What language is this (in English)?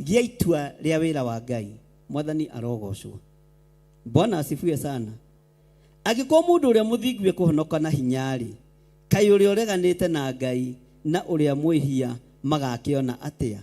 Kikuyu